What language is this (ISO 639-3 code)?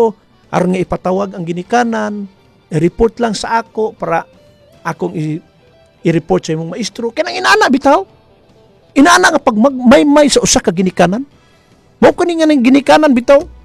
ceb